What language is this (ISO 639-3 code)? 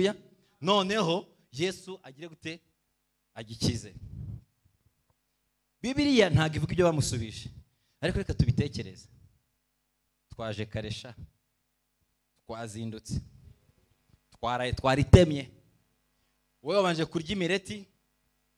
kin